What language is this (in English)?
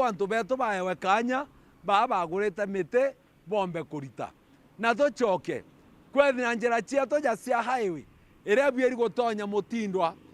Meru